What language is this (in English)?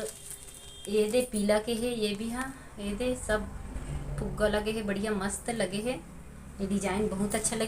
Chhattisgarhi